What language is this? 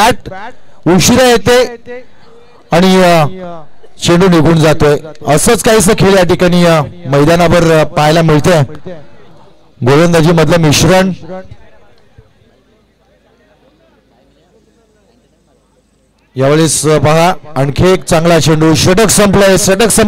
Marathi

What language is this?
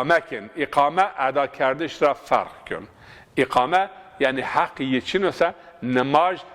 Zaza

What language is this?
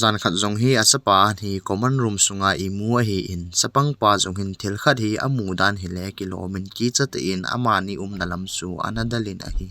Thado Chin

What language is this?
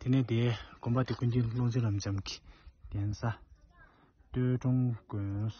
Tibetan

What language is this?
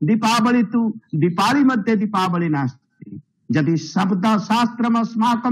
Sanskrit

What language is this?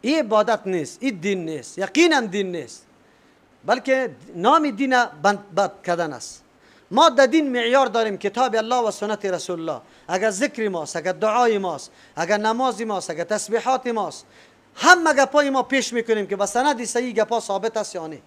Persian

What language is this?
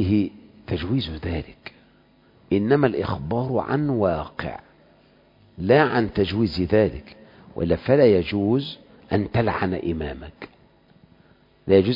Arabic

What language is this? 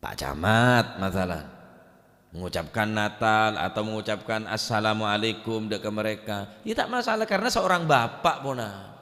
Madurese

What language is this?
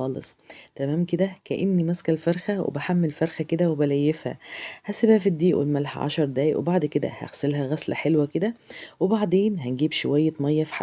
Egyptian Arabic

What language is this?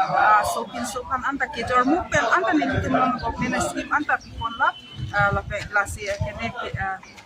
Karbi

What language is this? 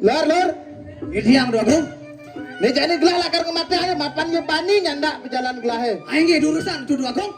Balinese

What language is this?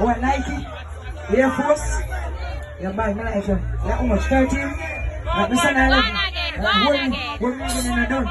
Jamaican Creole English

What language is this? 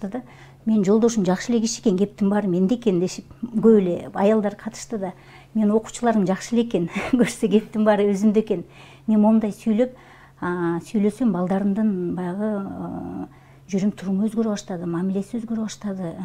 Kyrgyz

